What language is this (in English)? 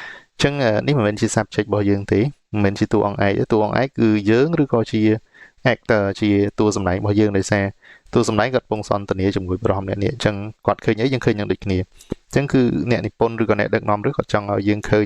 Khmer